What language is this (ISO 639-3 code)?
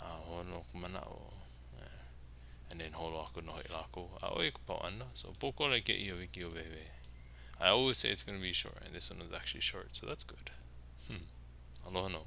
haw